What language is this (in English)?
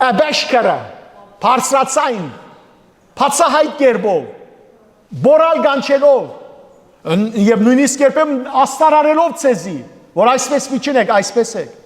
Western Armenian